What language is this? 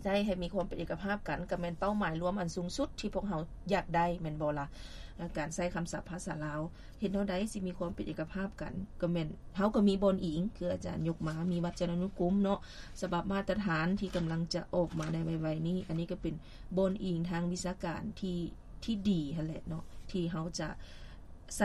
Lao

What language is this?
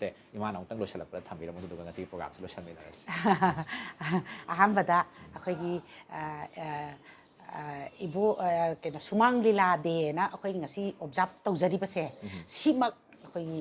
Manipuri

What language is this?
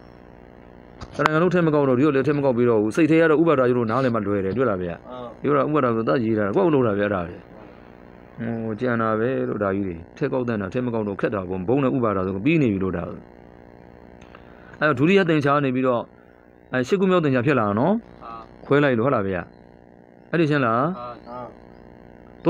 Burmese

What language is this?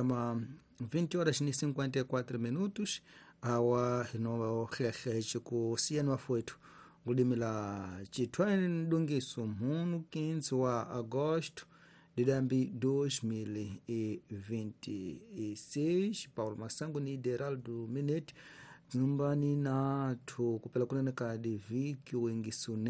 Tsonga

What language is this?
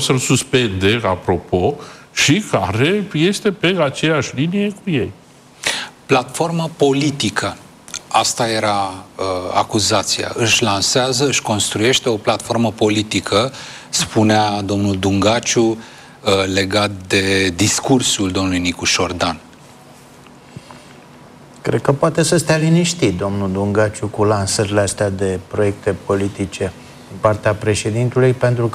Romanian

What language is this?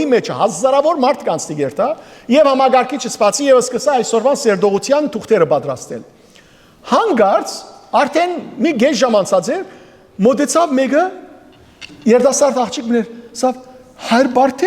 Western Armenian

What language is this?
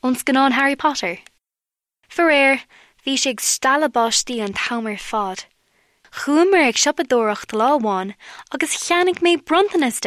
Irish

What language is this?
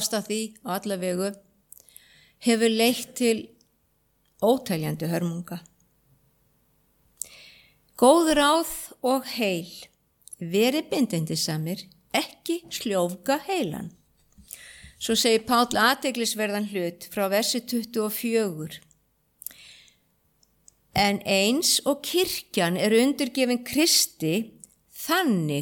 Icelandic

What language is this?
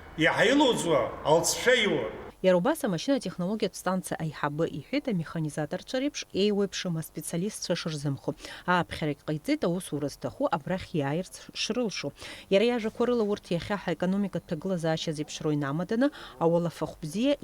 Abkhazian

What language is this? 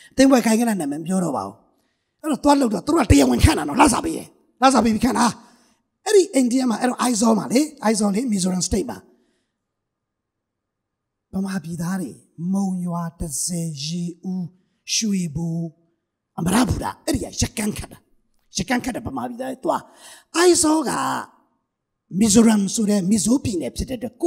Burmese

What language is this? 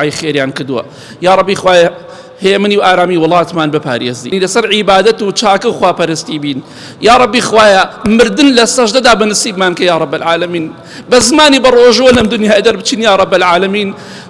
Central Kurdish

